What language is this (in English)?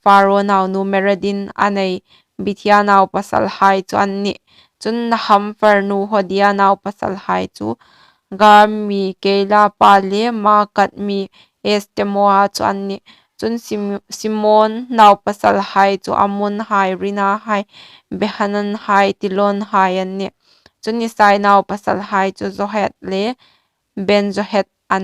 Hmar